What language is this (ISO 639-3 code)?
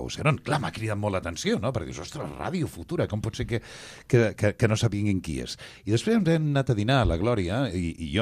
cat